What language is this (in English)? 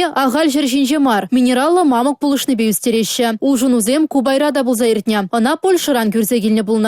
Chuvash